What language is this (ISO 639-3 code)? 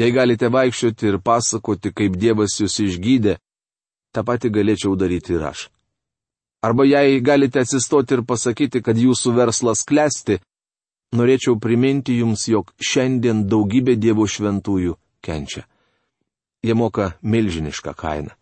lit